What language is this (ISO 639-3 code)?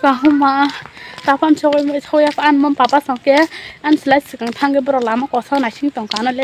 trp